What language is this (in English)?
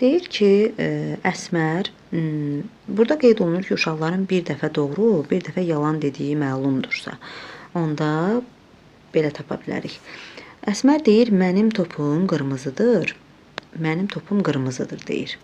Azerbaijani